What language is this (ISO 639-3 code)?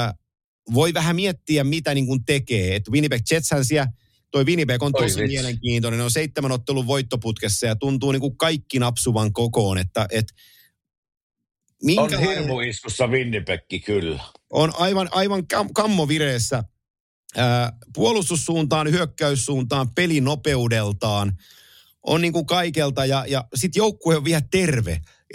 fin